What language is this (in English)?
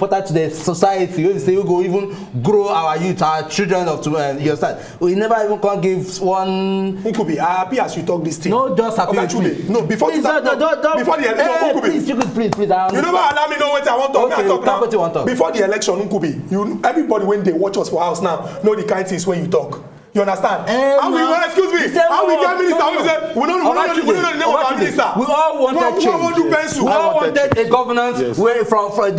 Nigerian Pidgin